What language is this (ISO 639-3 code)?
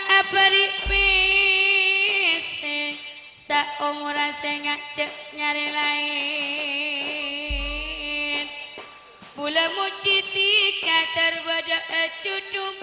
mad